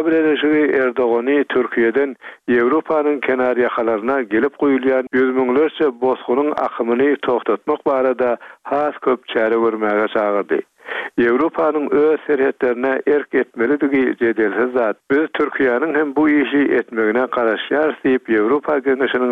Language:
Turkmen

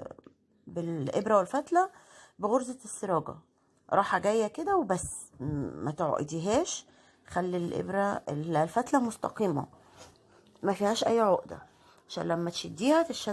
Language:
Egyptian Arabic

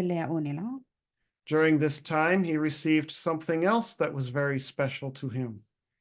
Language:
S'gaw Karen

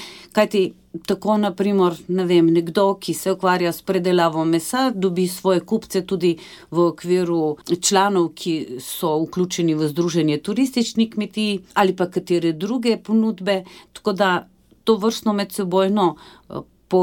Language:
Slovenian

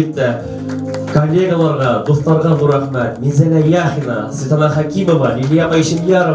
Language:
Bashkir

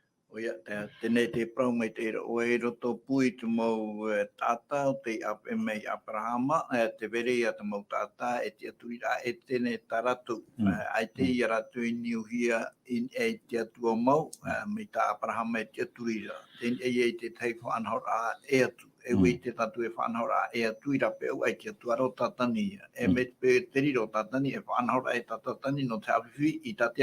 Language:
Tahitian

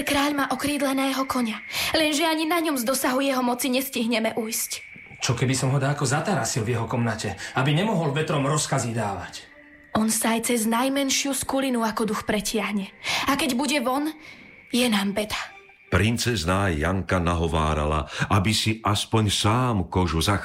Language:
Slovak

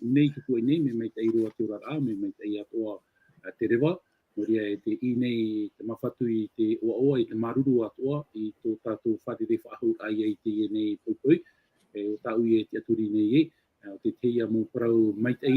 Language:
Tahitian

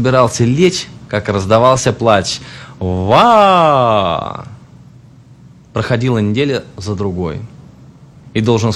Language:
Russian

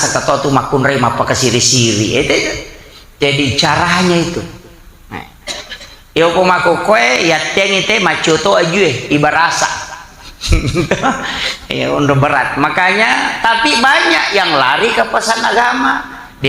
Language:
Buginese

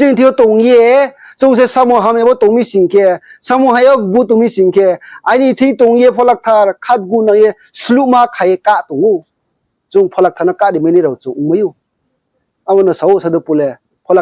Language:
Riang (India)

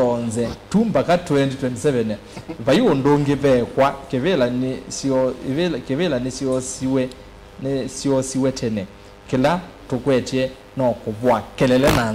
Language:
Kamba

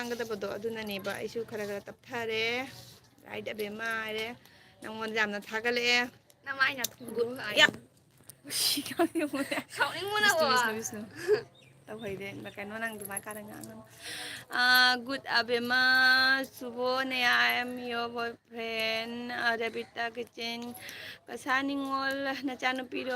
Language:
Manipuri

